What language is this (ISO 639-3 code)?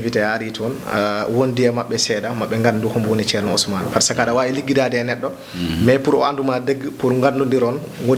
ful